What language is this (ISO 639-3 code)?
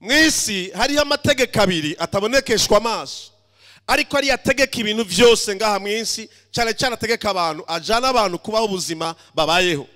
run